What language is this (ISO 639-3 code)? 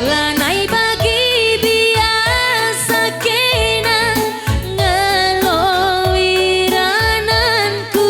btx